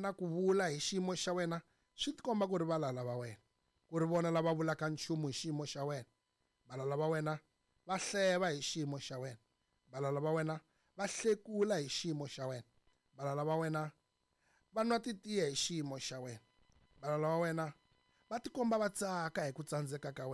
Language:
Tsonga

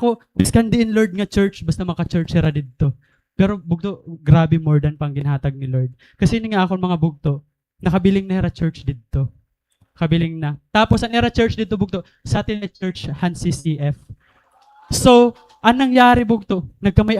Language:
Waray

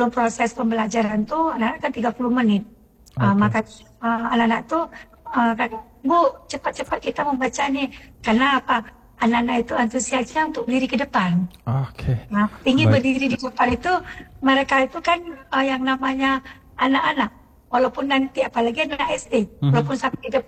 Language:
Indonesian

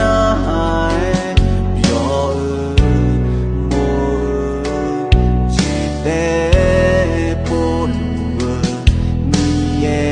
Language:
Akha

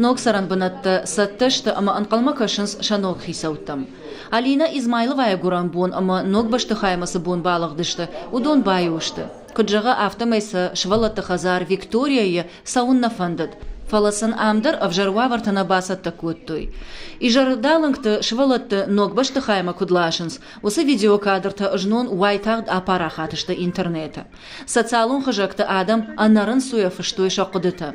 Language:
Ossetic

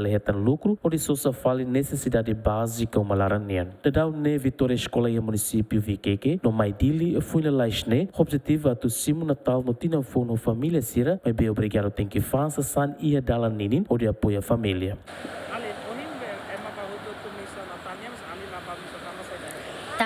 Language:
Tetum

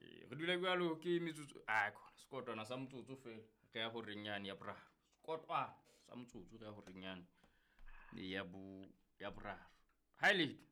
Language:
Southern Sotho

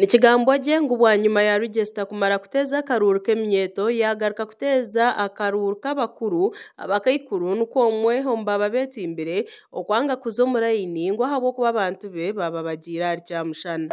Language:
Nyankole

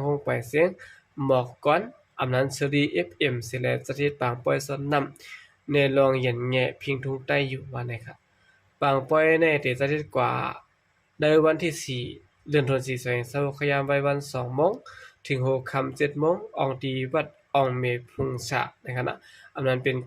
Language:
Shan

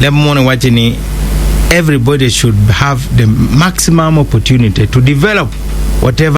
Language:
Acoli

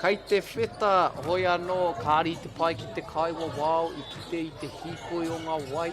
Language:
Māori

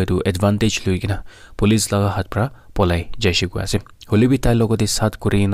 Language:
Naga Pidgin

